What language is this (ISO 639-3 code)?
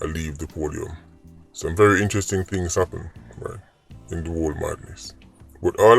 jam